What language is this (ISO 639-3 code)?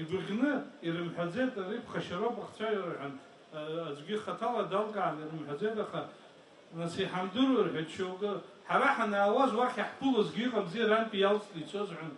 abk